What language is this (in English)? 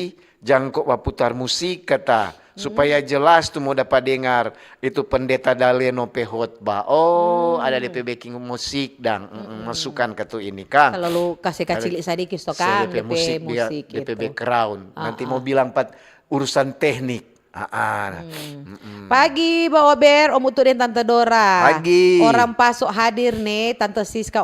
Manado Malay